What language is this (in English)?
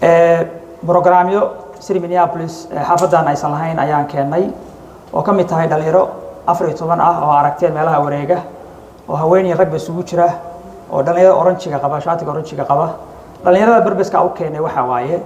Somali